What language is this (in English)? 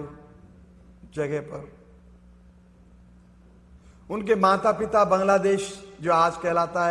Hindi